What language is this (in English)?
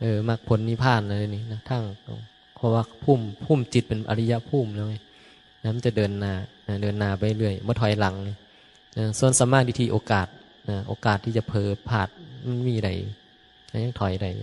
Northeastern Thai